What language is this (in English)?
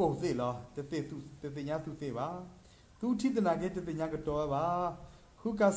S'gaw Karen